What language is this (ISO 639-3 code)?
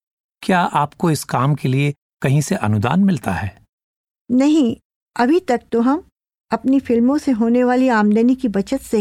hin